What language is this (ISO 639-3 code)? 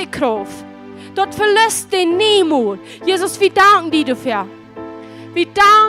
pdt